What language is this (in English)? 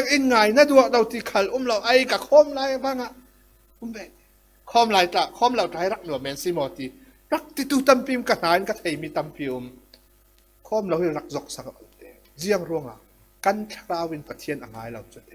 Falam Chin